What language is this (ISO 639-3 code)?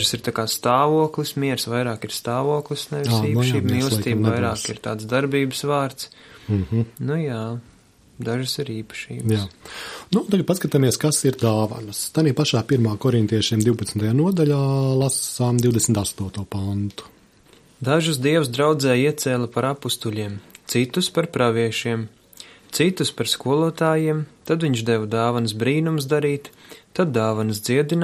lav